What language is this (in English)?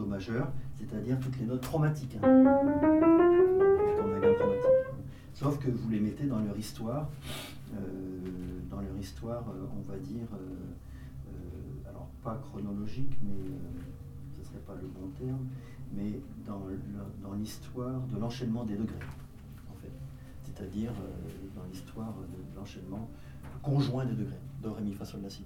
French